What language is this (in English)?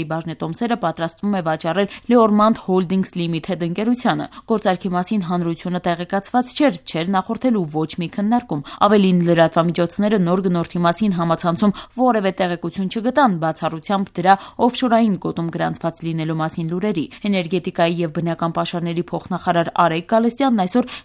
Armenian